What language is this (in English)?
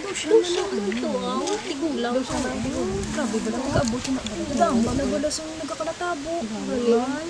Hiligaynon